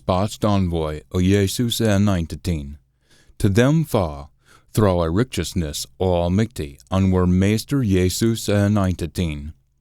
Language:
Scots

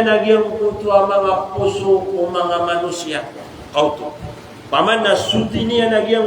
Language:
Maranao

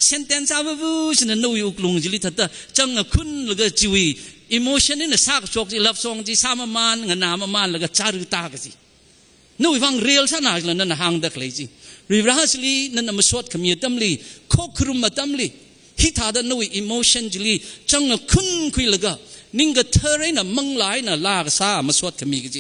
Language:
Tangkhul Naga (India)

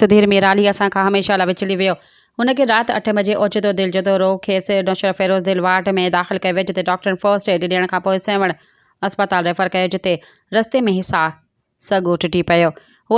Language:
Sindhi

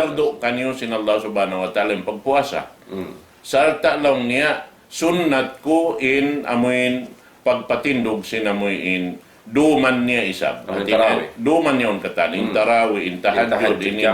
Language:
Tausug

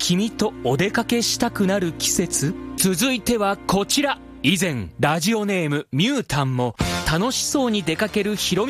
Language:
Japanese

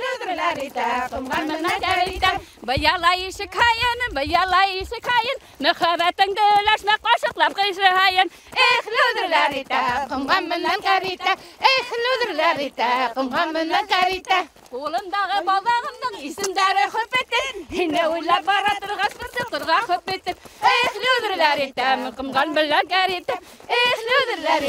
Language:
Bashkir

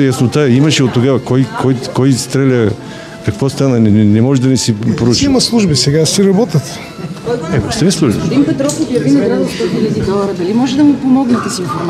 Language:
Bulgarian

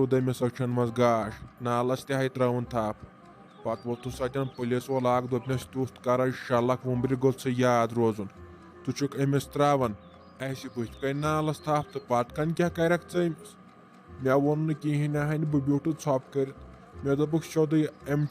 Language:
Kashmiri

